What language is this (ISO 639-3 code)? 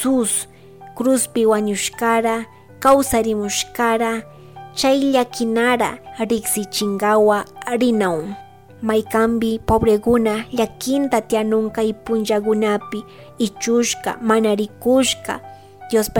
qug